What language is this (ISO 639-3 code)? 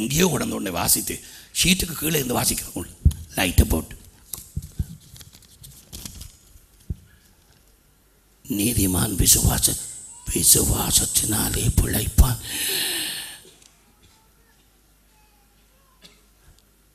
tam